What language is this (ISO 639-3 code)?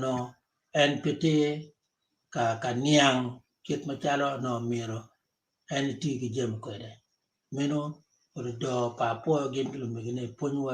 ach